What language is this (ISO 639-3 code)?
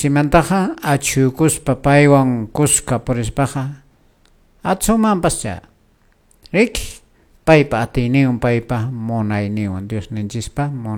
que